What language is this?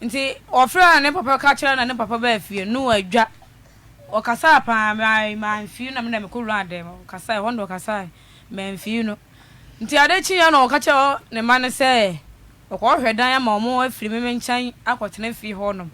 Akan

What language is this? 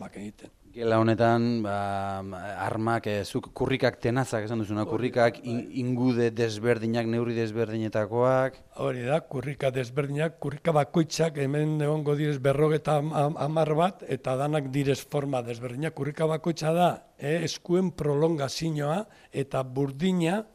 Basque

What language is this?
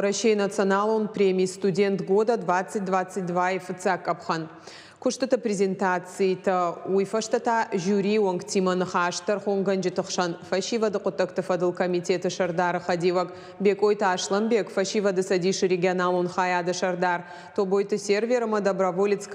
Ossetic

